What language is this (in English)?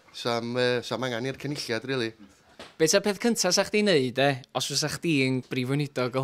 Welsh